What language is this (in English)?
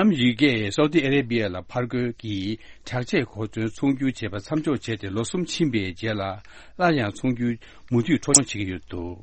Tibetan